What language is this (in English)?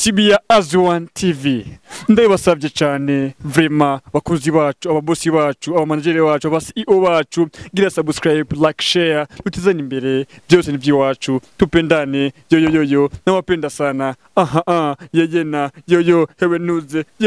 Rundi